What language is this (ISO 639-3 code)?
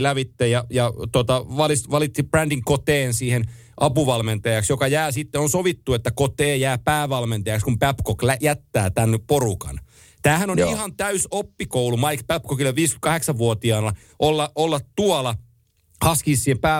fin